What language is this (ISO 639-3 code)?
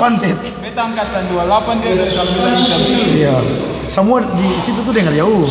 abs